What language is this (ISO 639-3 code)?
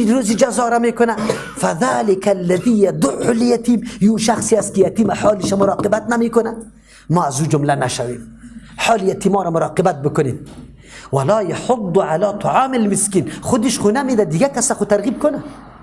fas